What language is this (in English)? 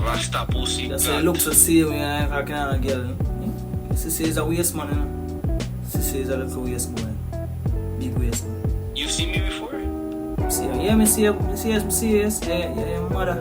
Jamaican Creole English